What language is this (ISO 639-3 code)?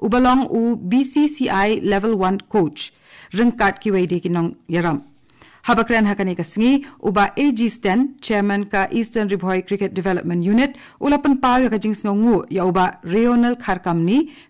kha